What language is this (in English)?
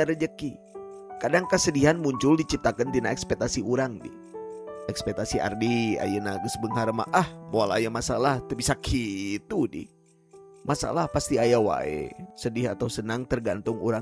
Sundanese